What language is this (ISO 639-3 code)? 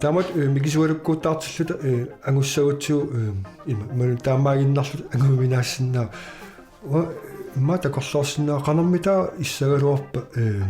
kal